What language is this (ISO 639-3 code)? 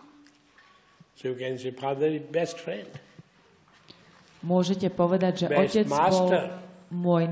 slk